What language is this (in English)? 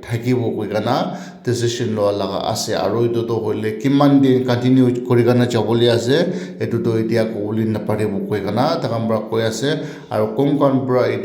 Naga Pidgin